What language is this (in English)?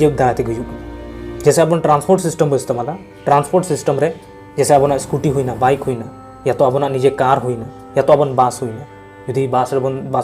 Santali